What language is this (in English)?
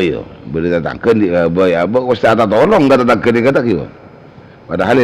Madurese